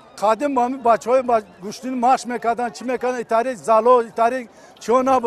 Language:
Tajik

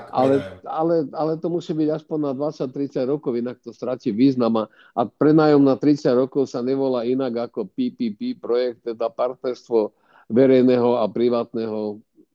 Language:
Slovak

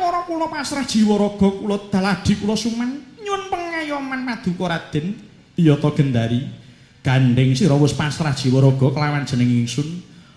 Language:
Javanese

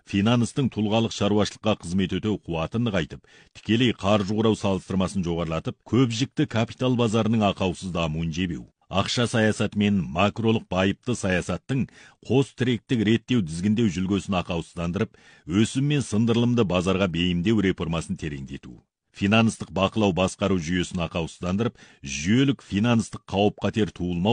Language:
Kazakh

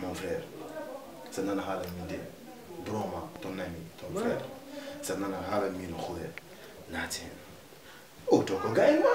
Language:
Fula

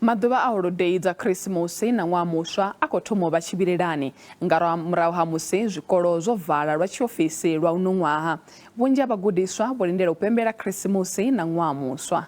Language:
Venda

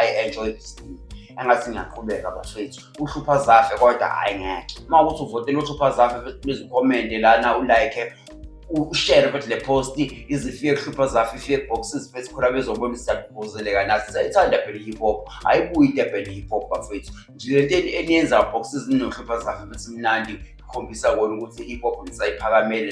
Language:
Zulu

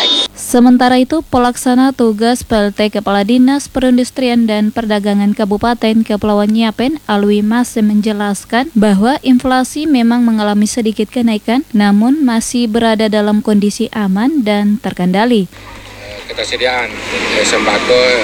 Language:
Indonesian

